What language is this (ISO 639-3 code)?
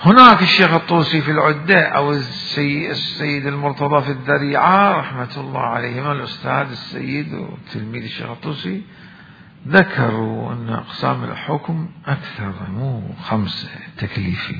acm